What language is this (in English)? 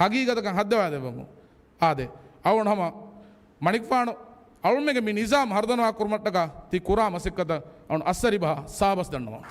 Divehi